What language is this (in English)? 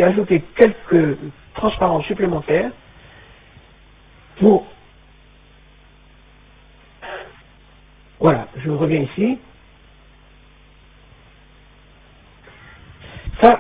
French